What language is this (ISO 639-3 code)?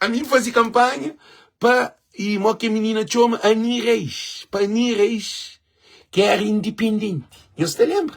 kea